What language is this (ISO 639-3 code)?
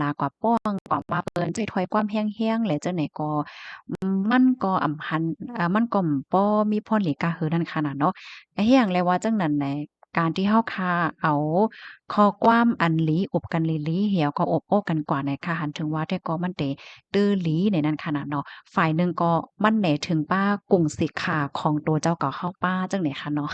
shn